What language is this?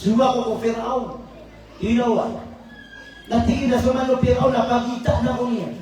Maranao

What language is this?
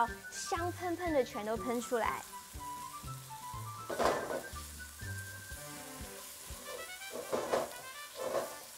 Chinese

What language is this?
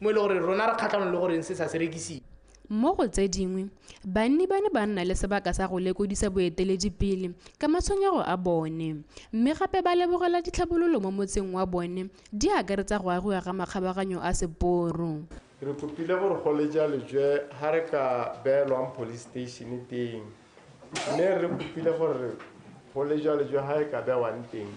Tswana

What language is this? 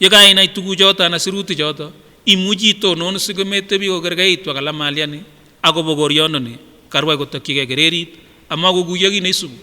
Kipsigis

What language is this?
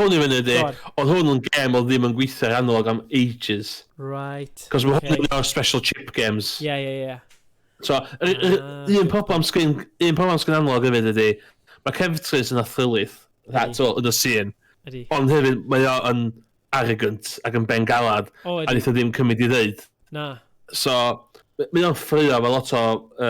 Welsh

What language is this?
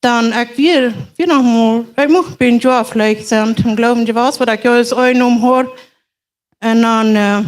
Plautdietsch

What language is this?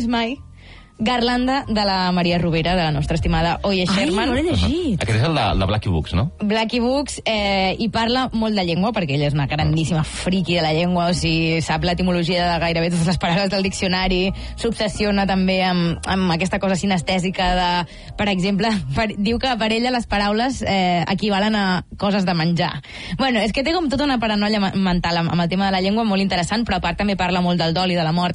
Catalan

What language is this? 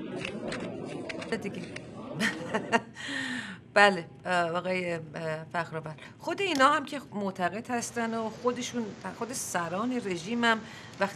Persian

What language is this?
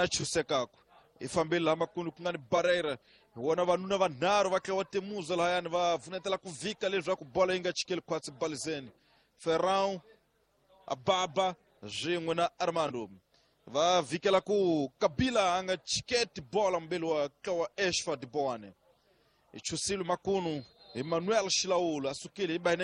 Tsonga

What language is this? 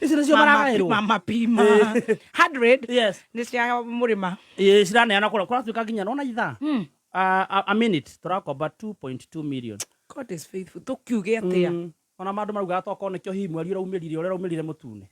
Kikuyu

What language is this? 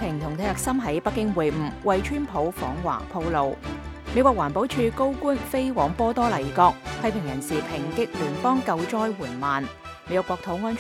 Cantonese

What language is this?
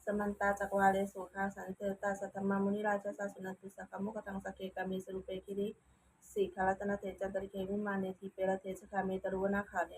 Pali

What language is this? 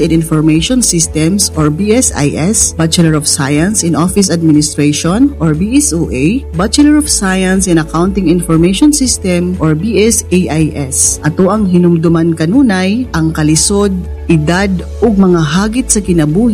Cebuano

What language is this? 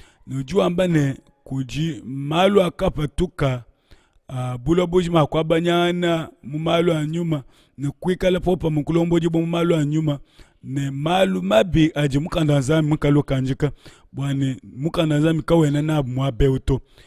Luba-Lulua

